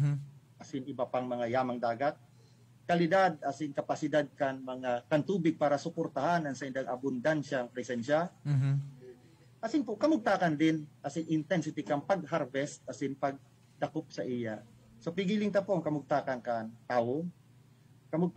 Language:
Bikol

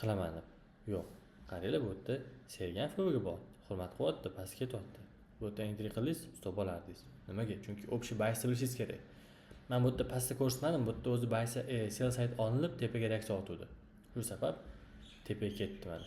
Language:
Uzbek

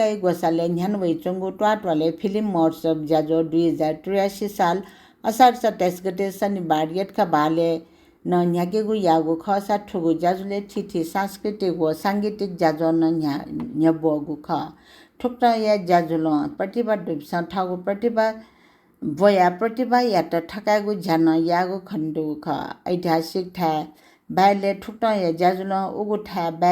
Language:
Newari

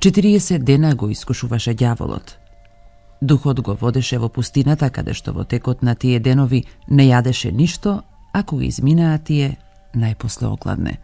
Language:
Macedonian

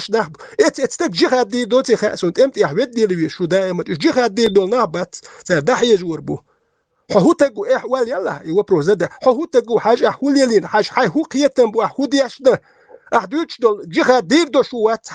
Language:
Chechen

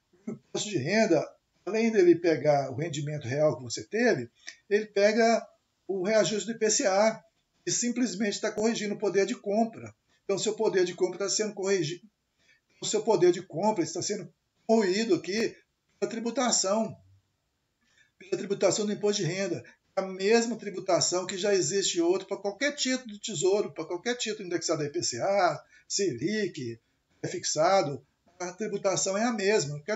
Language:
Portuguese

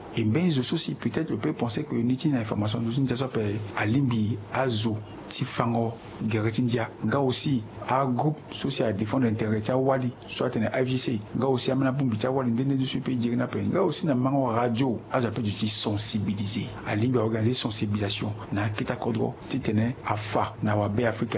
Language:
Sango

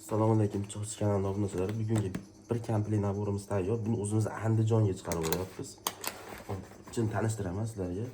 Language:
Uzbek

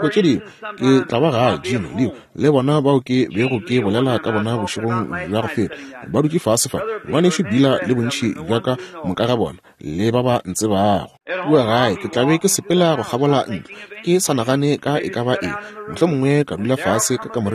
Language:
Northern Sotho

